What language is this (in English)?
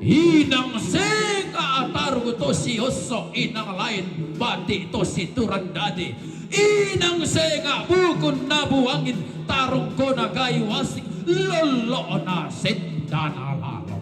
Toraja-Sa'dan